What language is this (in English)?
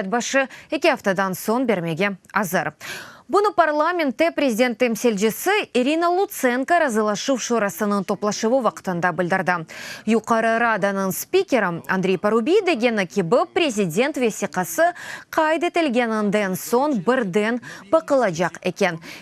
Crimean Tatar